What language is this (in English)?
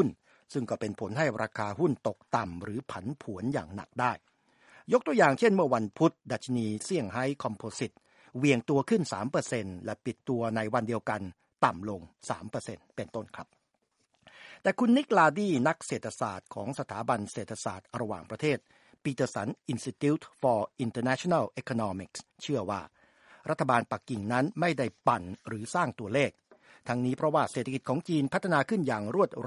Thai